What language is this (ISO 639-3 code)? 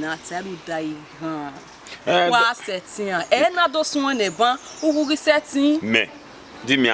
bin